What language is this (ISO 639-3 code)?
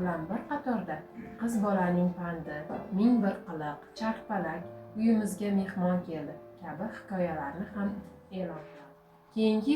uzb